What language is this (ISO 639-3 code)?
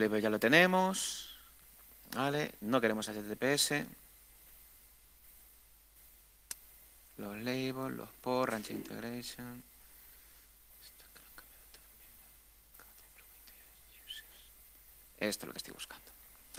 spa